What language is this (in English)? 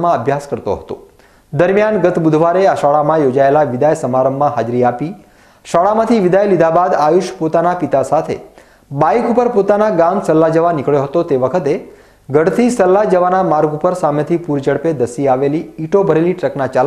Gujarati